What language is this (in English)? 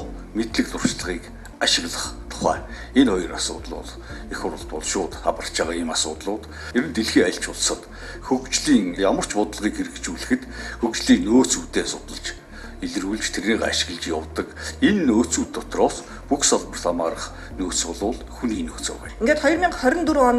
Mongolian